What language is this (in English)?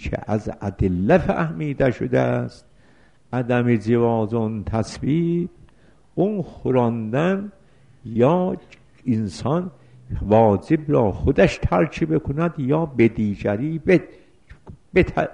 Persian